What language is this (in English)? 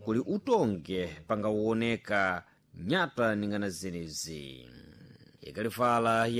Sena